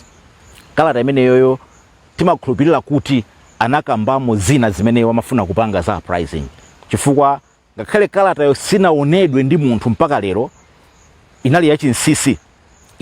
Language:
Nyanja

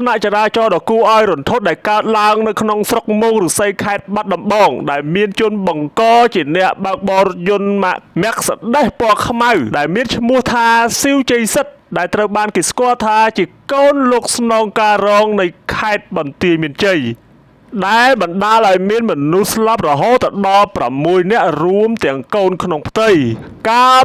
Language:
Khmer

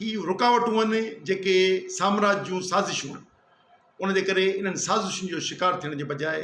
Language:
Sindhi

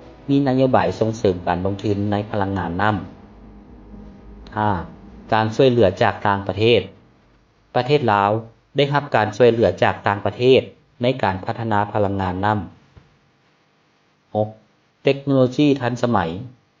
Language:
Lao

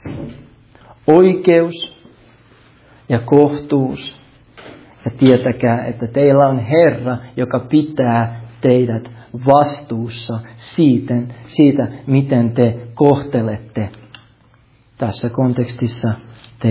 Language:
Finnish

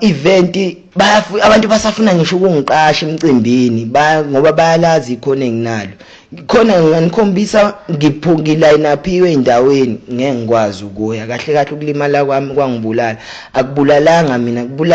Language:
Zulu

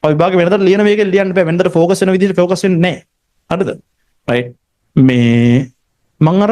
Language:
Sinhala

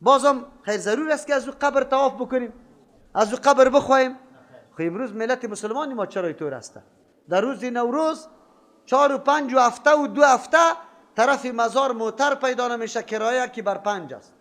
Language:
Persian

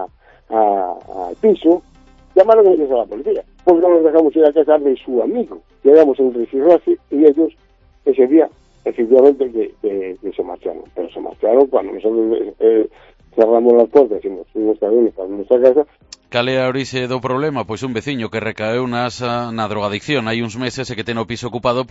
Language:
Galician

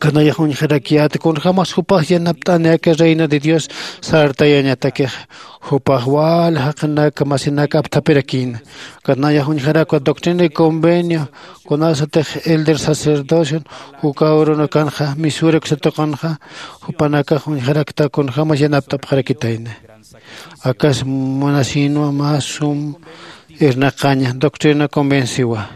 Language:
Aymara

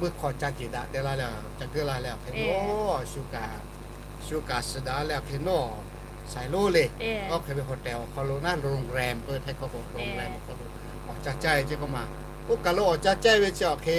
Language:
Lahu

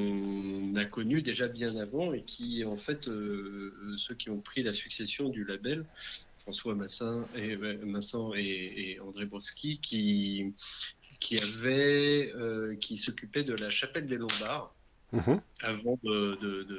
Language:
French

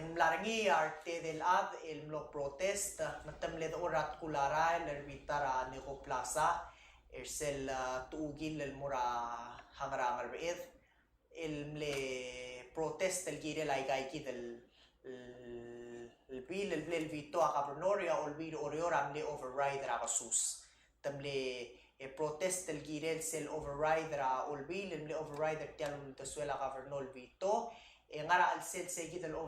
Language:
Palauan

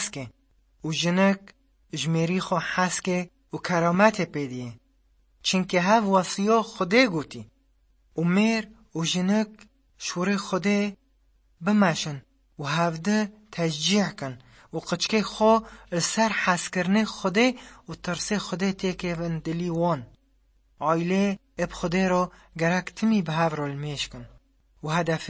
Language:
Kurdish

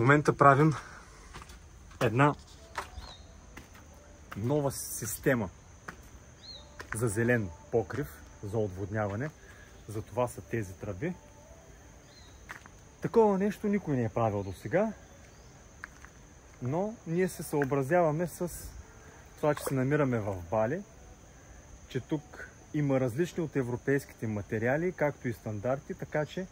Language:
Bulgarian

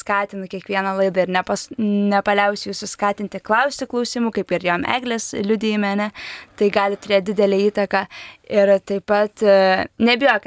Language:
Lithuanian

